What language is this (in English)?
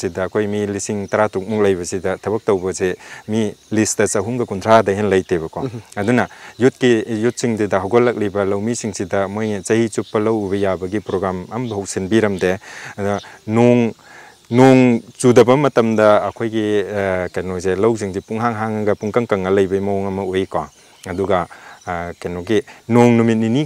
Manipuri